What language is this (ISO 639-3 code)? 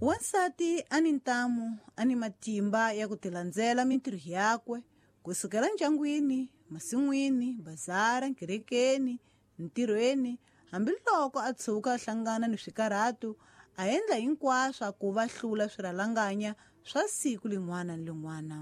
tso